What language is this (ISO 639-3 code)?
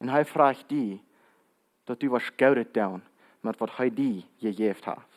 pdt